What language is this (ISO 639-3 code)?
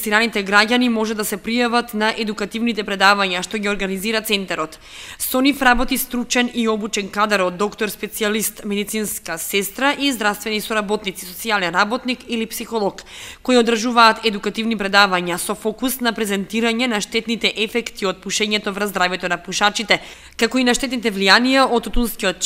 mkd